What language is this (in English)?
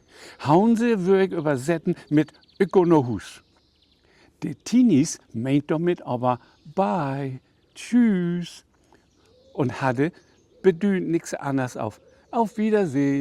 Low German